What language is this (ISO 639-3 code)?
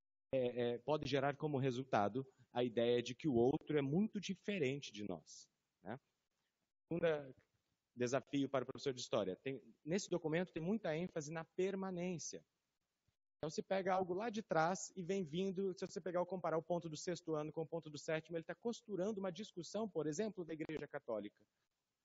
por